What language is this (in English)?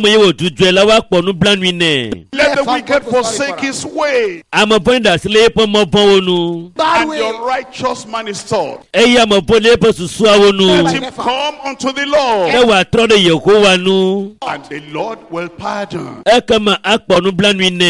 Ewe